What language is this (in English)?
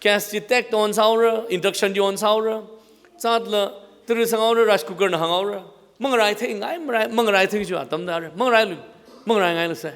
Tangkhul Naga (India)